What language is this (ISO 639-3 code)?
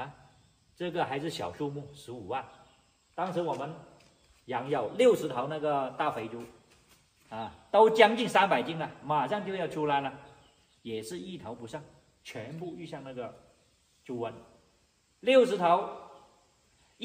zho